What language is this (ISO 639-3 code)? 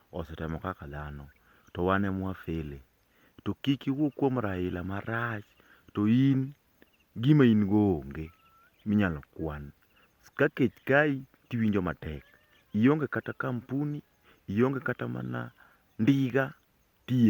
luo